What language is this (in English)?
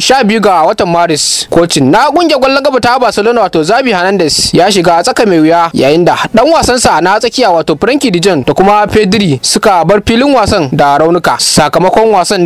Hausa